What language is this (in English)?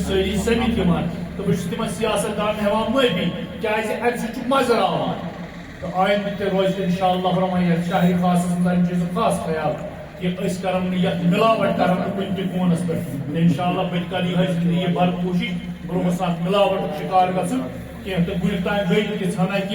Kashmiri